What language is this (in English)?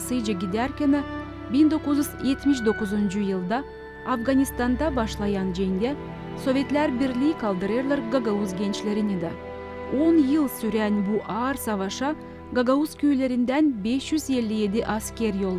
Gagauz